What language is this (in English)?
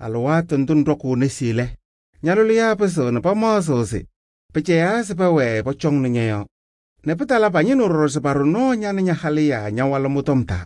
Kabiyè